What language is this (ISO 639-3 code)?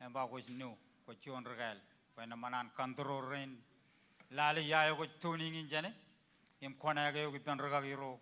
mah